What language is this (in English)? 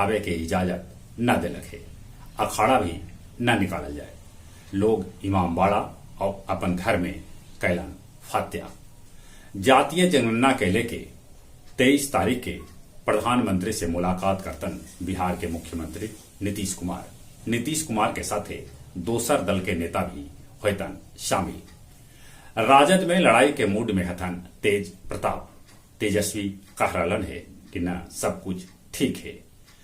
Magahi